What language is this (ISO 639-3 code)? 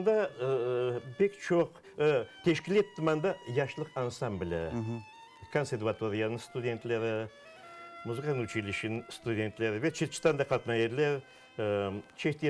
crh